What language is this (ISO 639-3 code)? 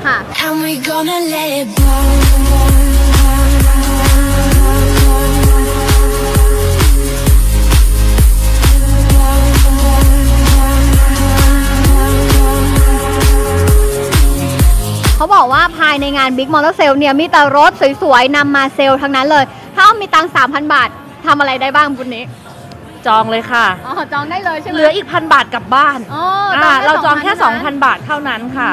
tha